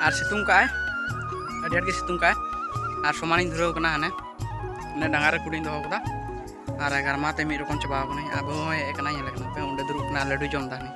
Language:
Santali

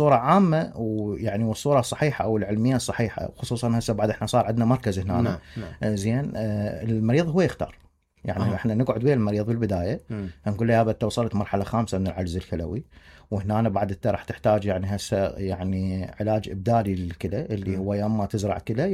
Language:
Mesopotamian Arabic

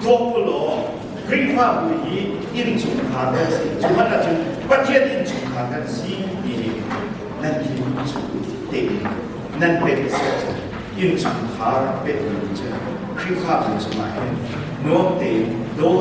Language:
Hakha Chin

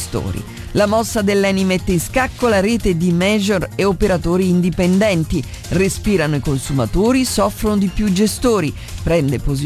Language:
Italian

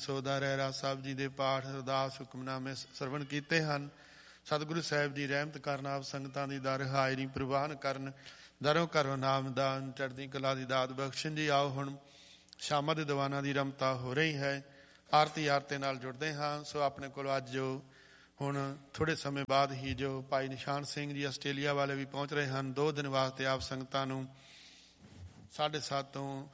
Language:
Punjabi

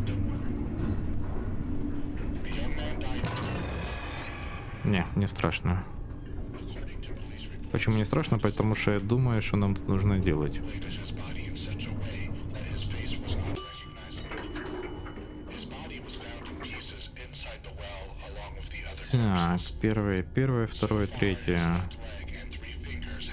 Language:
Russian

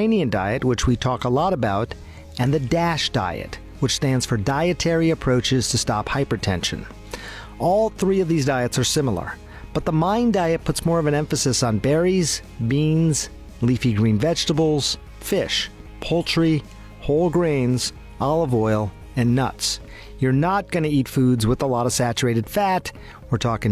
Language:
English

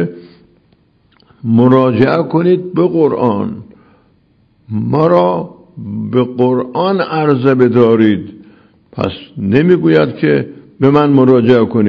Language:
Persian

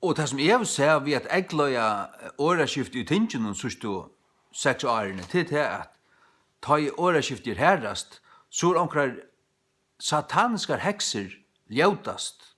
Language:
Faroese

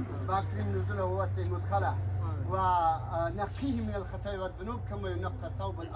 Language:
Tajik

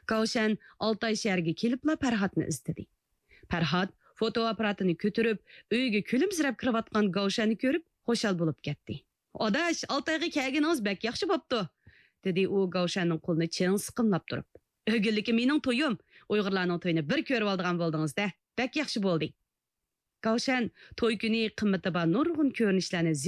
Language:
Uyghur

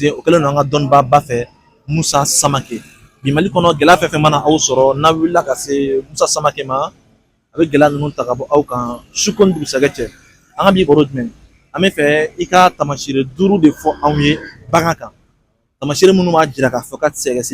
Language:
Bambara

